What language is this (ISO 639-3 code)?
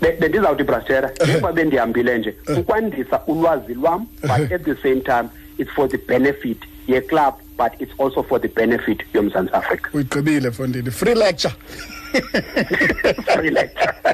xho